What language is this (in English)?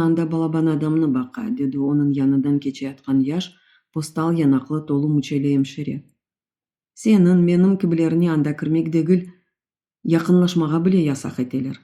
Crimean Tatar